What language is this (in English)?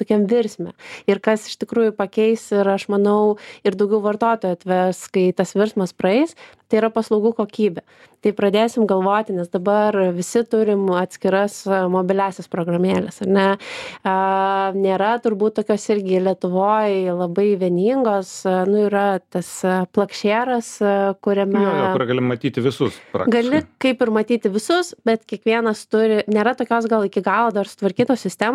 Lithuanian